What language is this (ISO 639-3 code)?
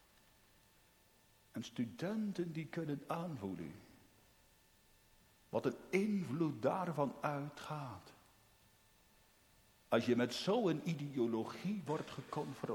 nld